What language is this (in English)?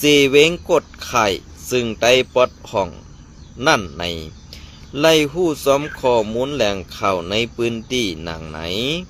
Shan